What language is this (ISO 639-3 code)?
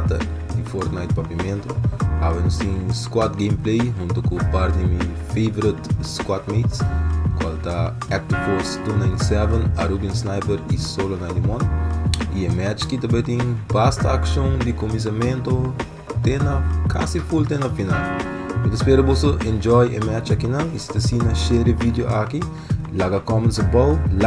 pap